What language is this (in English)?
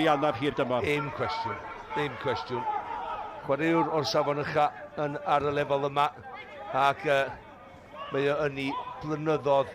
Welsh